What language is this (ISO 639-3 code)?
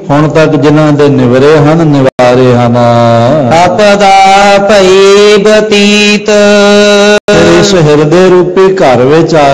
pan